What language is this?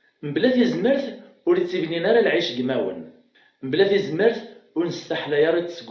Kabyle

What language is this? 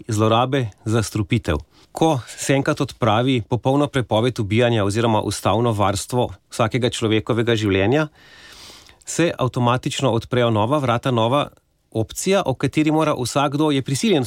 Slovenian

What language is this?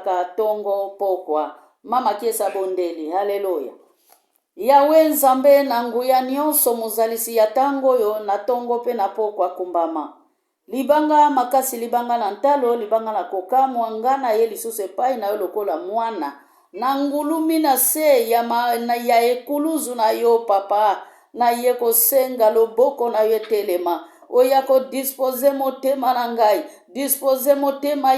Lingala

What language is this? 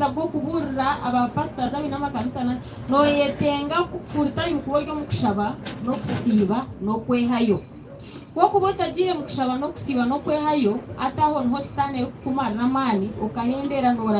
Nyankole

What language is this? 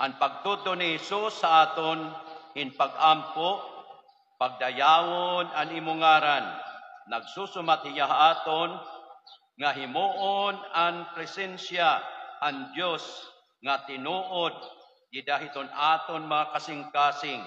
Waray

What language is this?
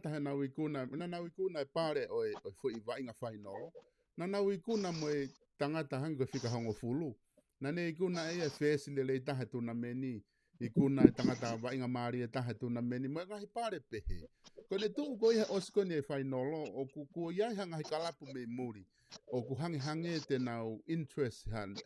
Tongan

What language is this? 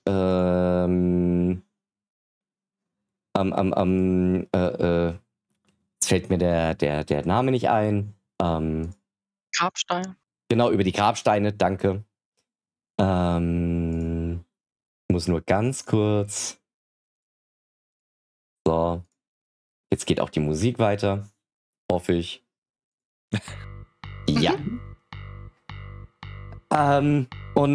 German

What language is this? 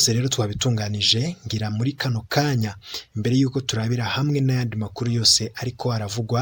Rundi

